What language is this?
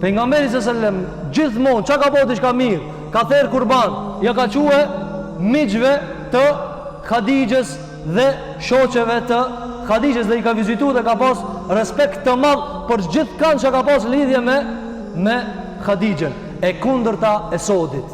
Albanian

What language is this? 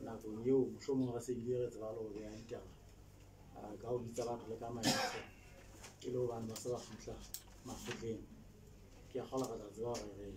Southern Sotho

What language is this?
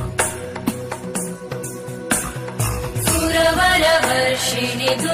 Bangla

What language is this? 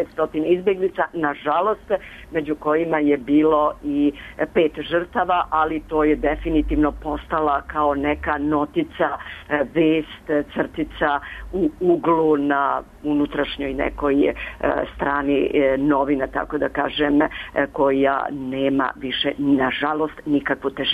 Serbian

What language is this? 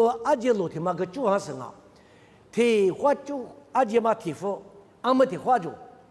Lisu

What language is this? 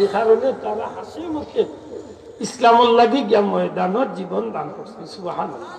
Sylheti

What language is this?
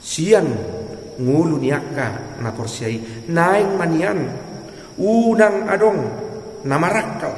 Batak Toba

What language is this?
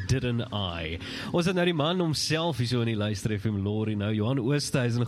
Afrikaans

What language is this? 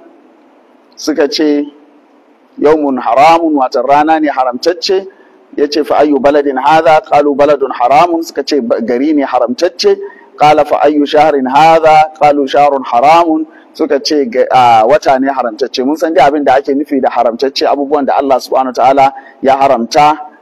Hausa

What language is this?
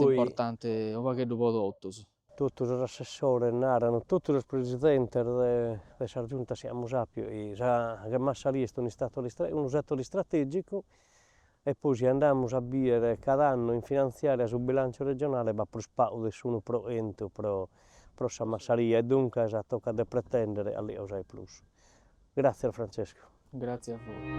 Sardinian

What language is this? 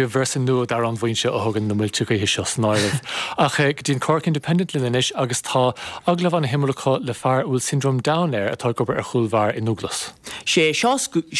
Irish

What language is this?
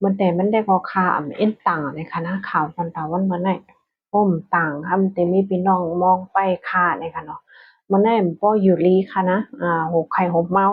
Shan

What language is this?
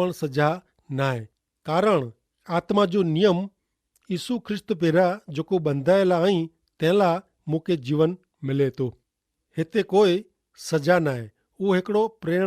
Kachhi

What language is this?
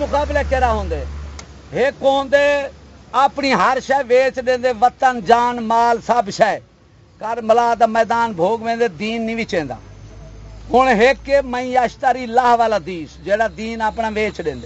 Saraiki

